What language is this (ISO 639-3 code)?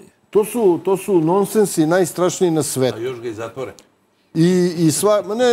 srp